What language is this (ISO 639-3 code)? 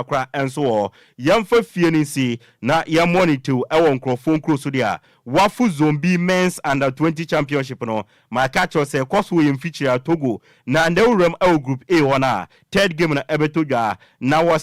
aka